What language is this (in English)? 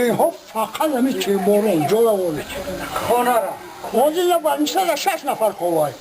Tajik